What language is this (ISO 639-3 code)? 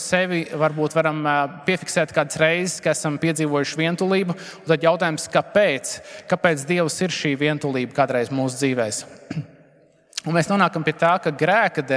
lav